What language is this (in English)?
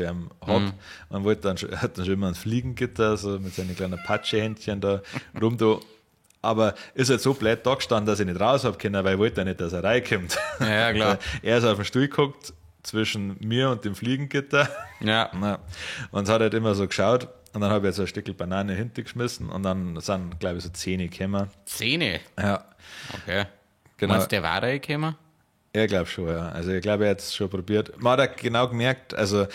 Bavarian